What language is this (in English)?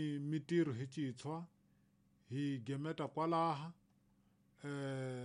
Tsonga